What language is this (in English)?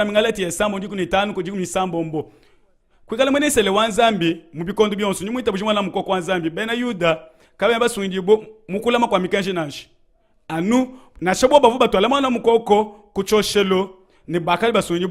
Luba-Lulua